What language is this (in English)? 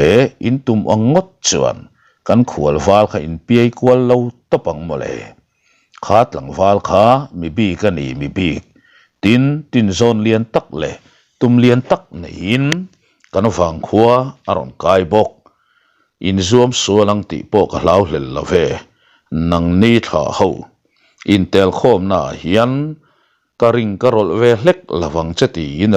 Mizo